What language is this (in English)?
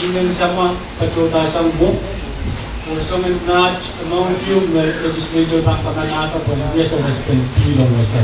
Pohnpeian